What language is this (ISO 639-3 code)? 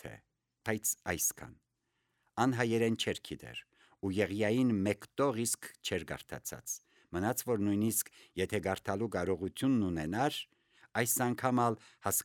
hye